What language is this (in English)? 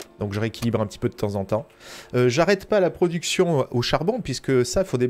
French